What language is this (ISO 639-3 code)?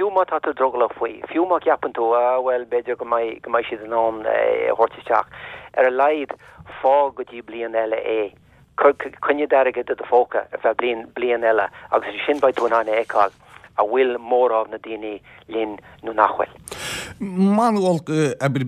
gle